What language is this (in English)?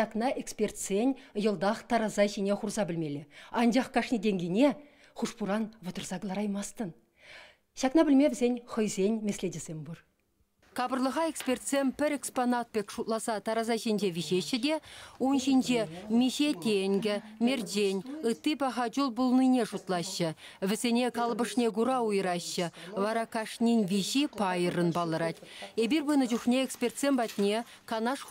Chuvash